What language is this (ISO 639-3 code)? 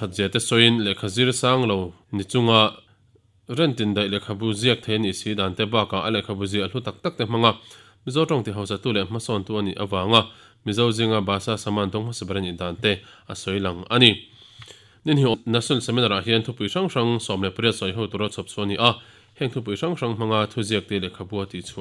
lus